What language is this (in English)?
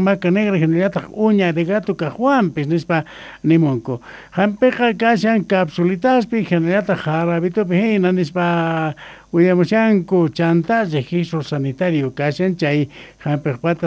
South Bolivian Quechua